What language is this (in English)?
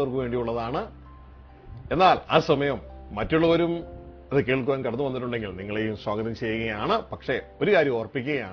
Malayalam